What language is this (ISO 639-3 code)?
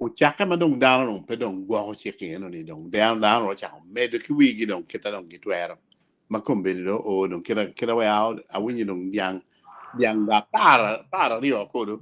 ach